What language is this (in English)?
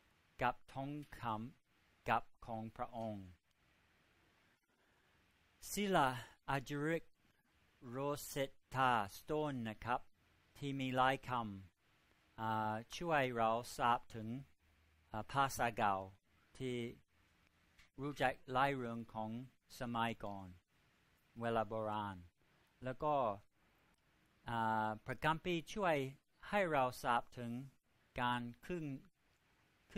Thai